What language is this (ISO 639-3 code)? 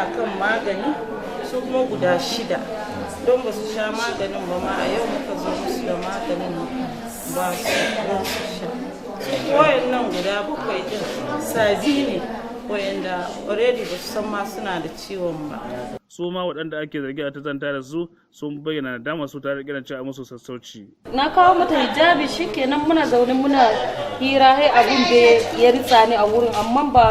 hau